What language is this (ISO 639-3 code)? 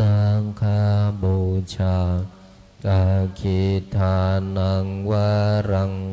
pli